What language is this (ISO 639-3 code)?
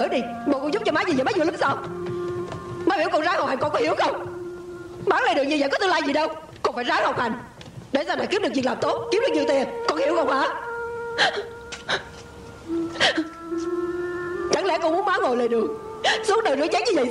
vie